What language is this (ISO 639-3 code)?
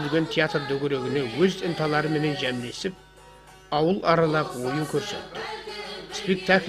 kaa